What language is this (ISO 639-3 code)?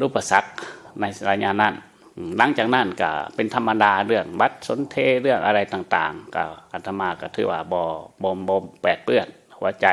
lao